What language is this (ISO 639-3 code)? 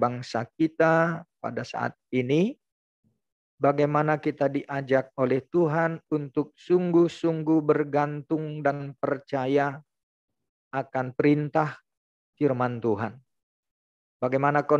ind